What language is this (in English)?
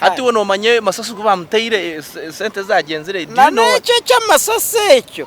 Nyankole